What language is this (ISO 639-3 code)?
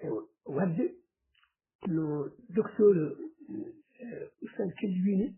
ful